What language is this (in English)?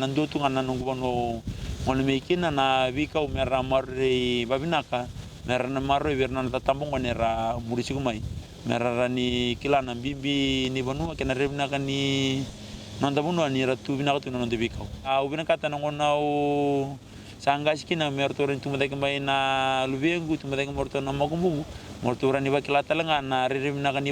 Fijian